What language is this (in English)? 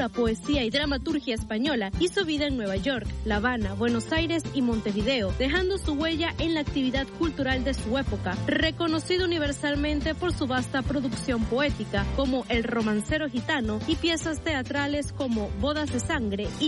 Spanish